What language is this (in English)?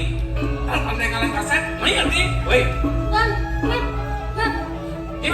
Balinese